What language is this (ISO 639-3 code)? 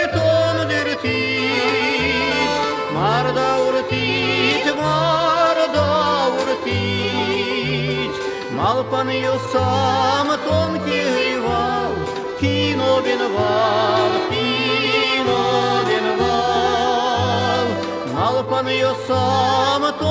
udm